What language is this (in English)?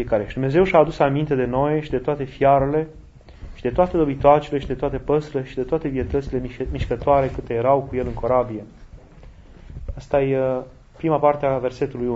Romanian